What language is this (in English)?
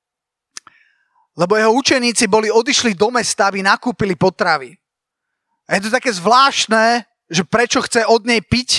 Slovak